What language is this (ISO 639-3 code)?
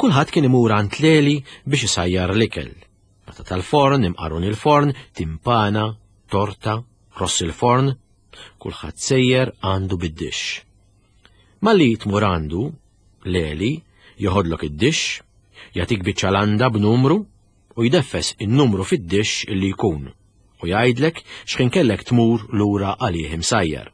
mlt